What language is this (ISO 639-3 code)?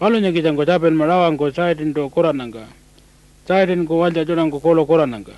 pjt